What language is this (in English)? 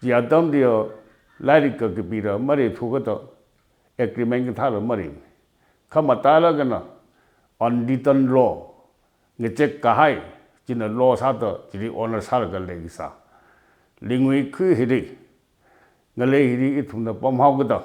Tangkhul Naga (India)